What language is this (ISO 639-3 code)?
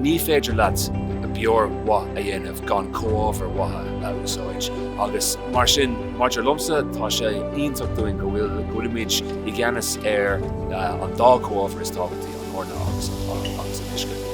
gle